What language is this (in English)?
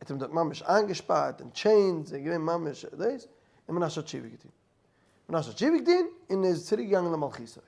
Yiddish